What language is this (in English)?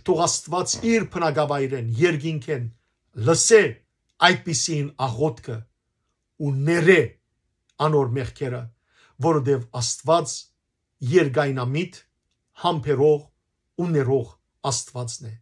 Western Armenian